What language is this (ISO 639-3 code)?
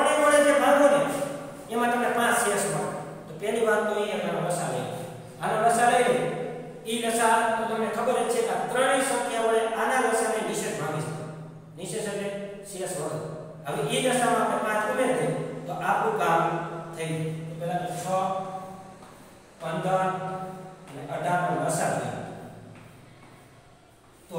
guj